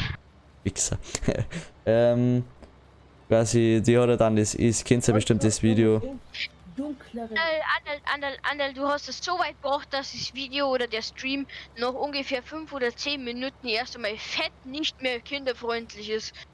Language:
Bavarian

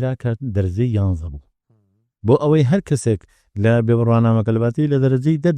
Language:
Central Kurdish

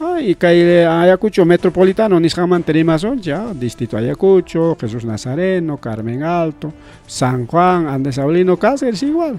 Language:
Ayacucho Quechua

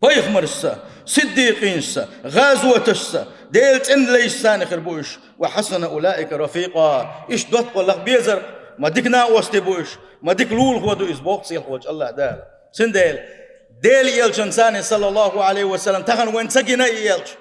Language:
Chechen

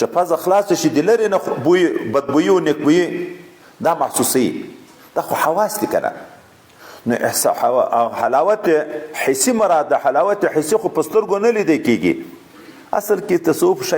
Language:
Pashto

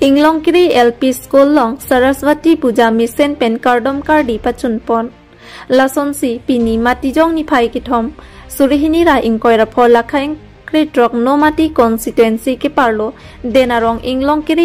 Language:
Karbi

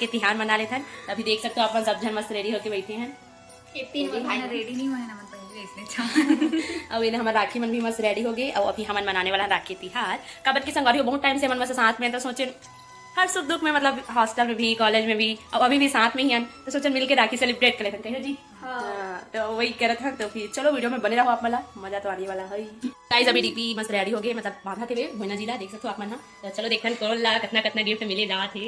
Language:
Chhattisgarhi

